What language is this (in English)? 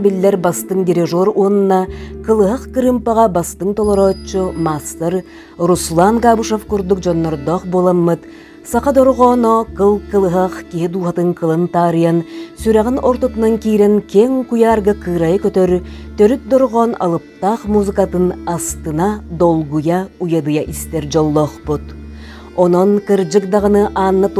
Yakut